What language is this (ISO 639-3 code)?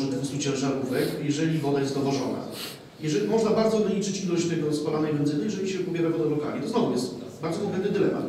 pol